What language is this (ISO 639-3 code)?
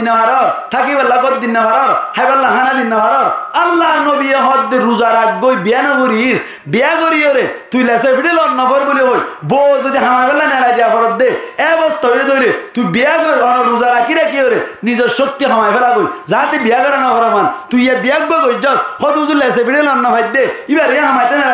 rhg